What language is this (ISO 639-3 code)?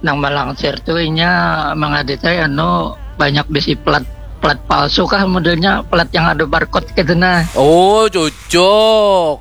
bjn